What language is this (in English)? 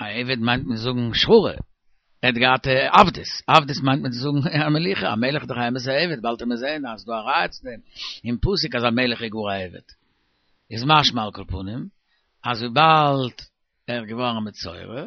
Yiddish